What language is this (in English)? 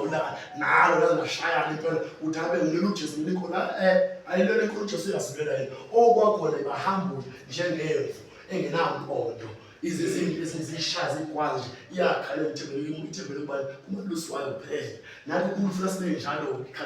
Zulu